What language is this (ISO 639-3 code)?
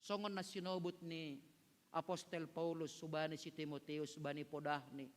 bts